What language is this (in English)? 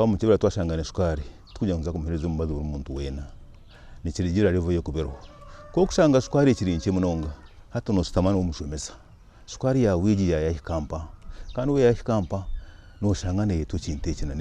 Nyankole